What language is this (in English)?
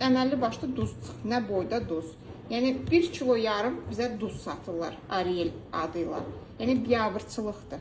Azerbaijani